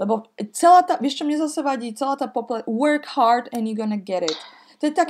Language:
Slovak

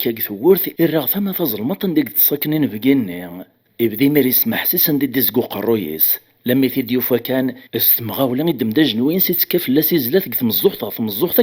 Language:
Kabyle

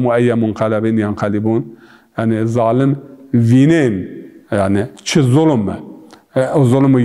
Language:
Zaza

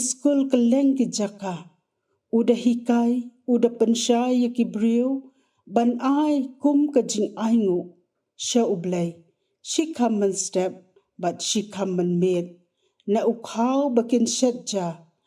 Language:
Khasi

